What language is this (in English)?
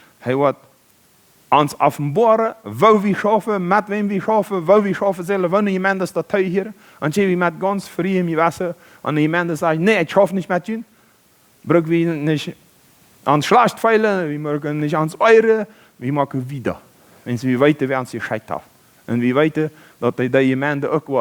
Plautdietsch